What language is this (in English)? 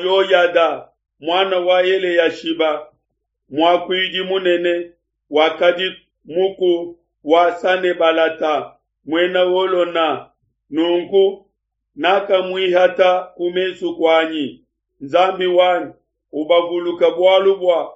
Luba-Lulua